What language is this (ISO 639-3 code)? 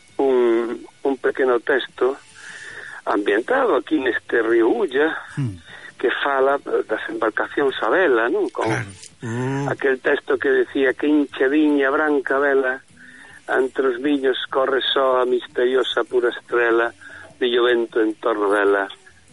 glg